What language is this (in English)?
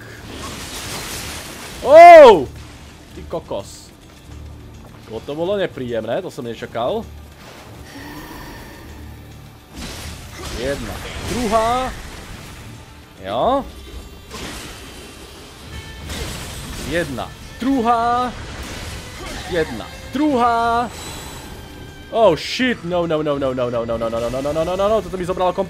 Slovak